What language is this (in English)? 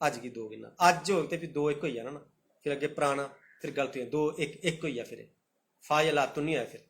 Dogri